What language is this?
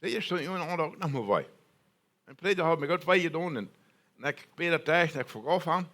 Plautdietsch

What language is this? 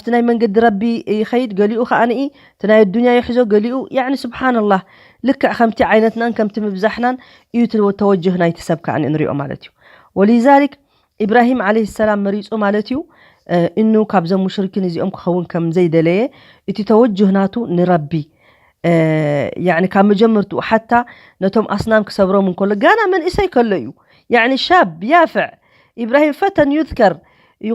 Tigrinya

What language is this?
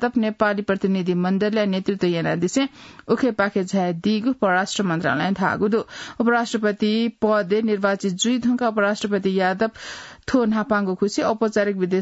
Newari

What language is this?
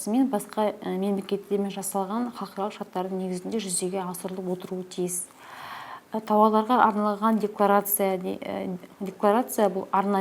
Kazakh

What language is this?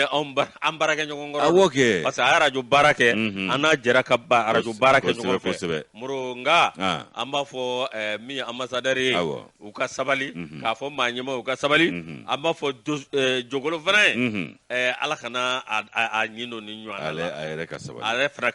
Bambara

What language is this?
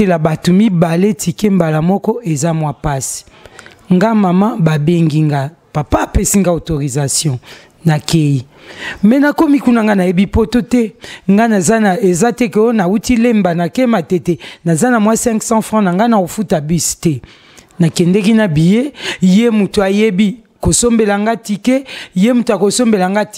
Lingala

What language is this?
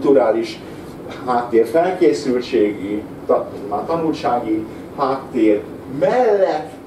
Hungarian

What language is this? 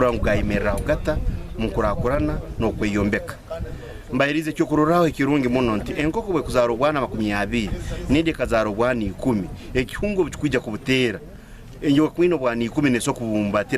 Nyankole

